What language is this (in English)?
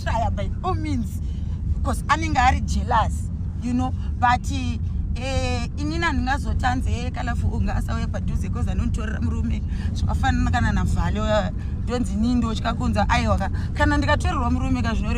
Shona